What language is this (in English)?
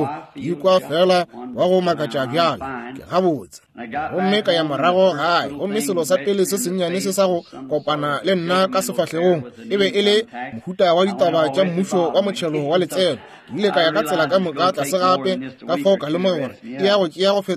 Northern Sotho